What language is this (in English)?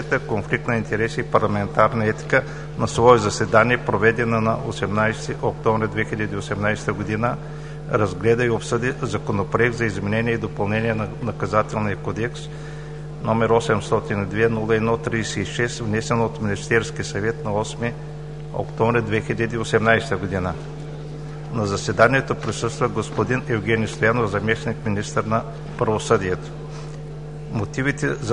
Bulgarian